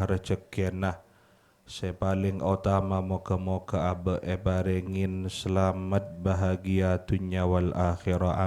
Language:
Madurese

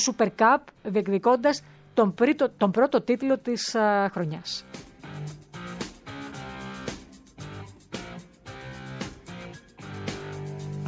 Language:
Greek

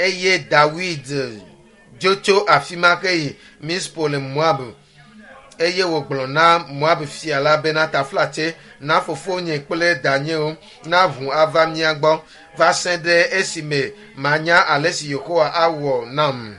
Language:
Ewe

